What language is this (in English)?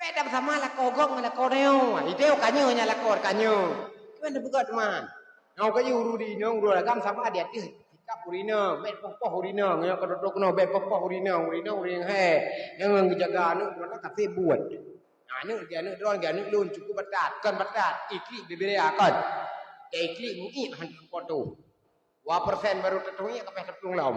Achinese